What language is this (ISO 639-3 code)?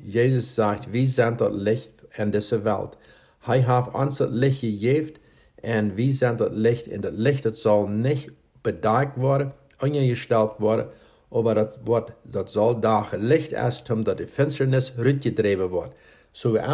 pdt